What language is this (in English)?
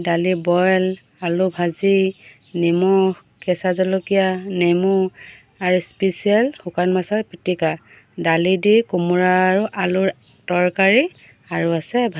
Assamese